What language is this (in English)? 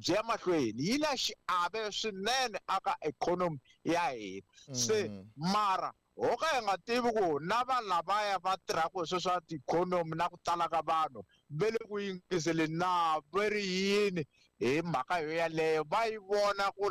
Tsonga